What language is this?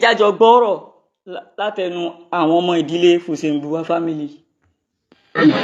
Yoruba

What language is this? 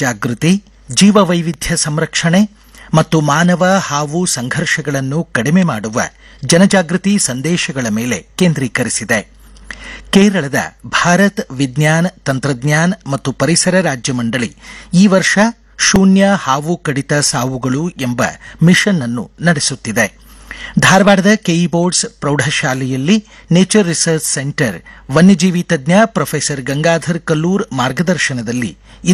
Kannada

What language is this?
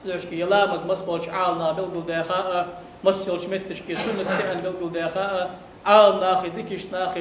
Ingush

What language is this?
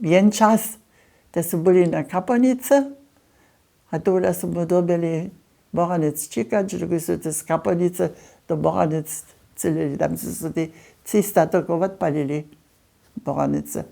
Upper Sorbian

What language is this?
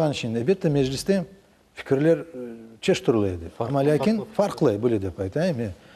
Crimean Tatar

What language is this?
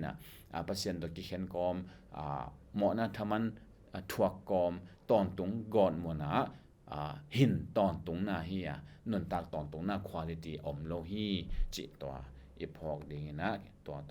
Tedim Chin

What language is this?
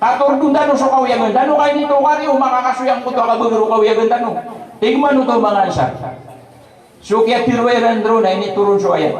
Maranao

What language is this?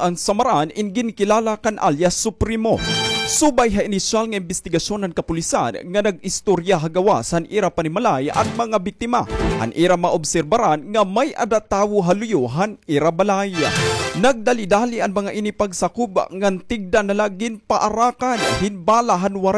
Waray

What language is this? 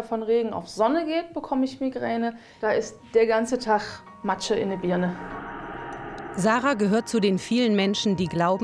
German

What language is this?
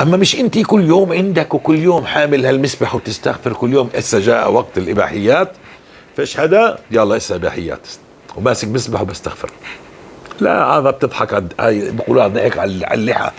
North Levantine Arabic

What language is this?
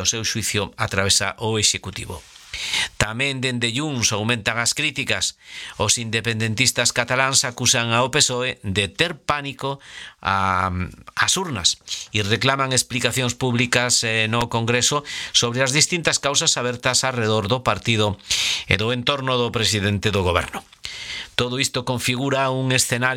Galician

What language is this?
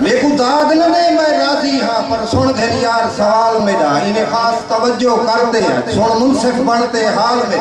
Saraiki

